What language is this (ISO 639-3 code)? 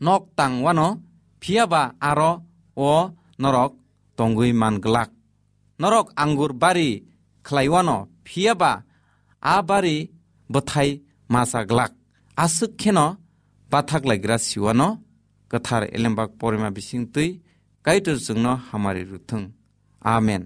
trp